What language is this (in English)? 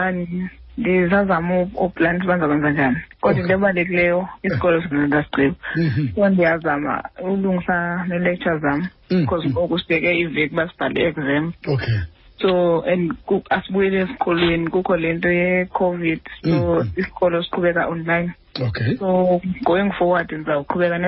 Xhosa